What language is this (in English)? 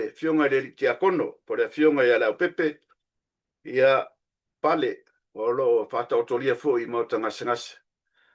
Samoan